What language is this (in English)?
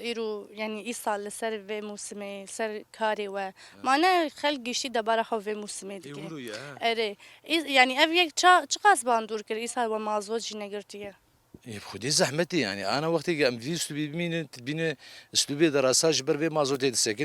Kurdish